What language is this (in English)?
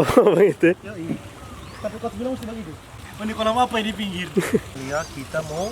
Manado Malay